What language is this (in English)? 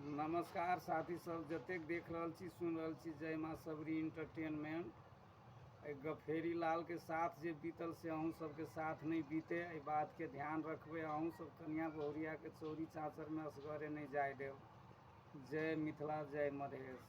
Maithili